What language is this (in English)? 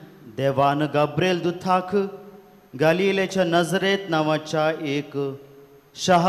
Konkani